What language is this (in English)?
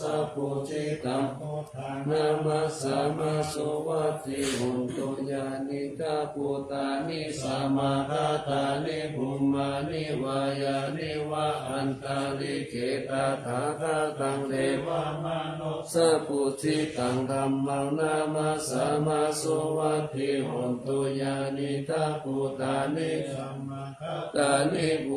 Pali